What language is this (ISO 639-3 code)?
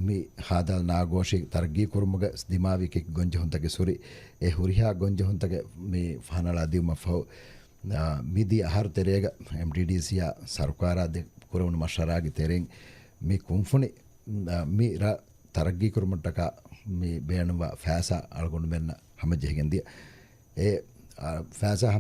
div